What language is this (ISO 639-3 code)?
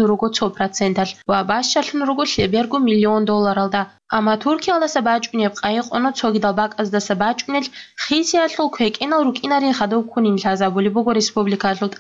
ava